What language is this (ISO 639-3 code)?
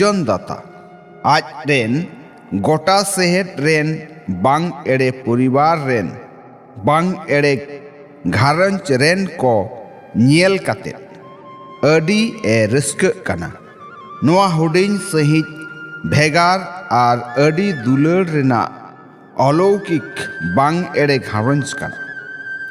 sat